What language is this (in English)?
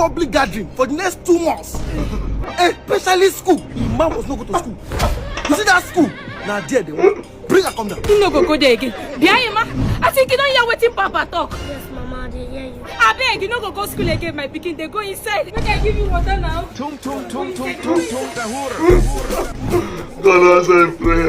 Nigerian Pidgin